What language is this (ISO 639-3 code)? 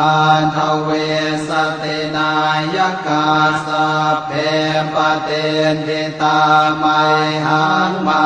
pli